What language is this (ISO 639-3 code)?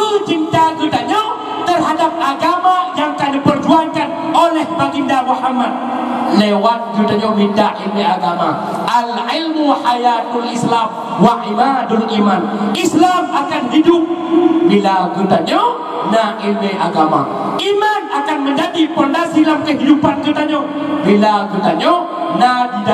ace